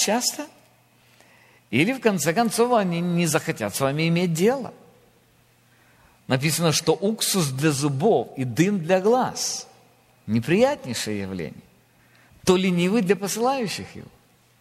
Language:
Russian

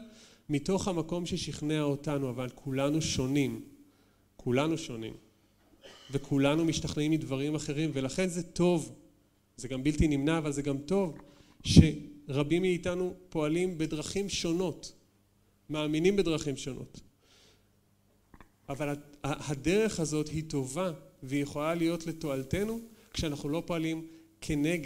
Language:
Hebrew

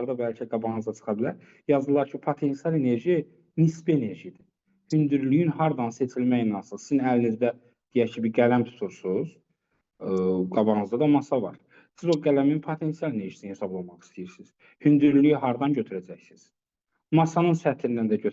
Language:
Azerbaijani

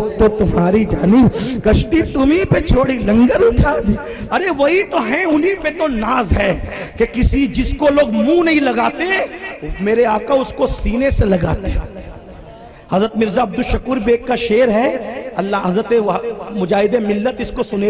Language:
Urdu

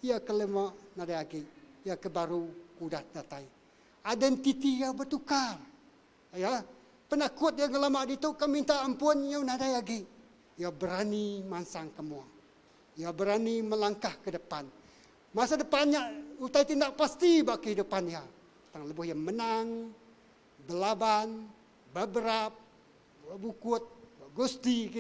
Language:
Iban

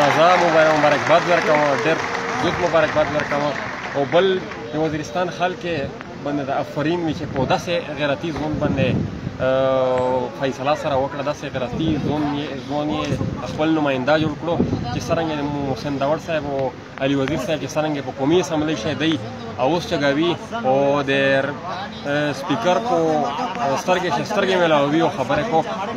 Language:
Pashto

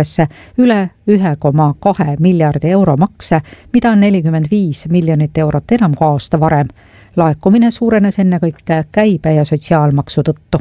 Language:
Estonian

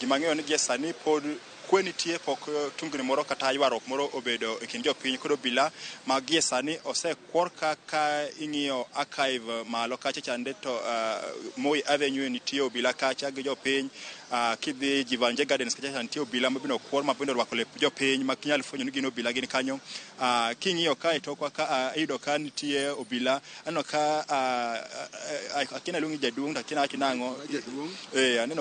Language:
Luo (Kenya and Tanzania)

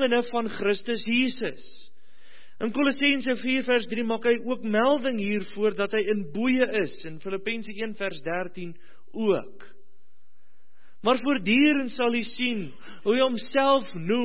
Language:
Afrikaans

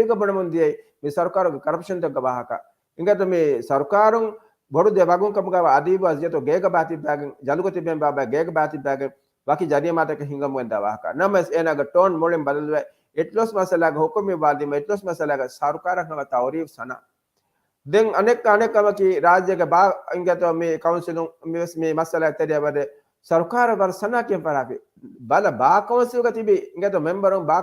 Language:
Divehi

